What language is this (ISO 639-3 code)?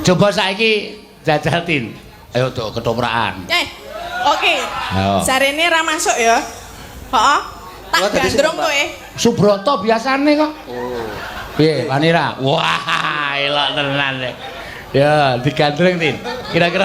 jav